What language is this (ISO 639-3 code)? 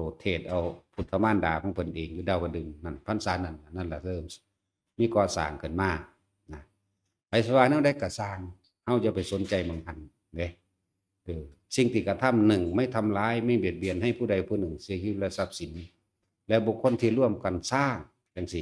tts